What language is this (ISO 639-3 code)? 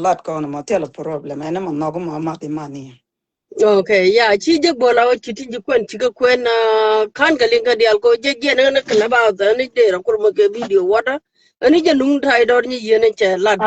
nus